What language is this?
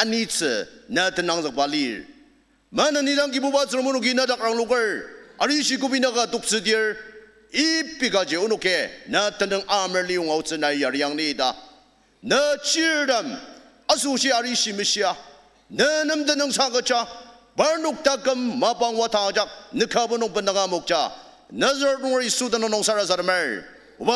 Ao Naga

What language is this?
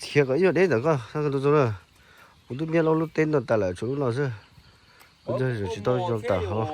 Hmong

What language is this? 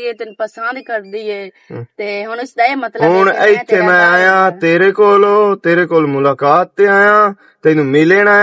Western Panjabi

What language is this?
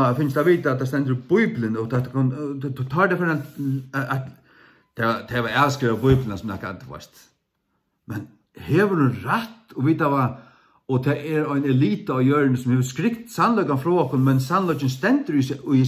Faroese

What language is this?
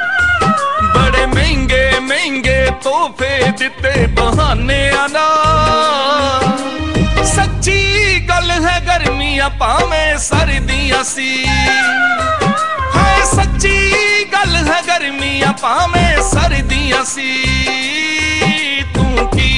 Punjabi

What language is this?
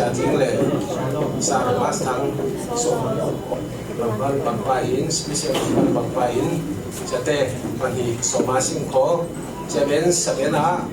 Falam Chin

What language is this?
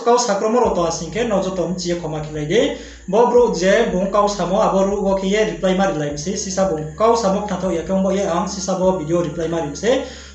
Riang (India)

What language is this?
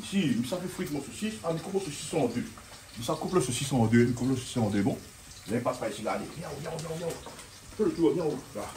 Réunion Creole French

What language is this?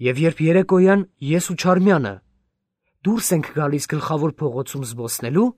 Armenian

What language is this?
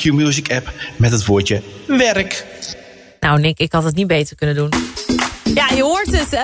Dutch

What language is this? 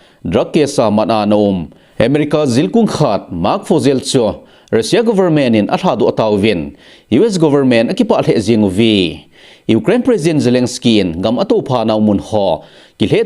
Thado Chin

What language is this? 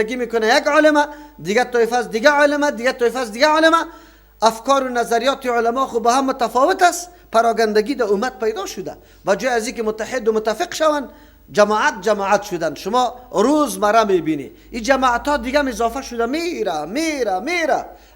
Persian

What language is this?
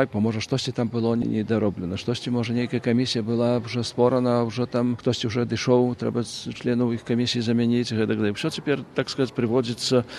Belarusian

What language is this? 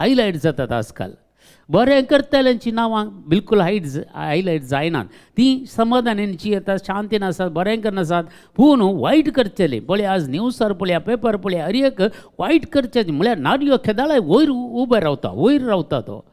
Konkani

